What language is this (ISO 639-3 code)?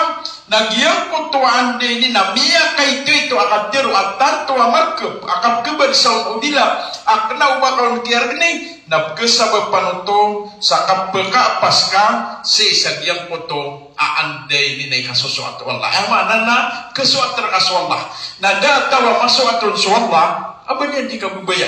mrw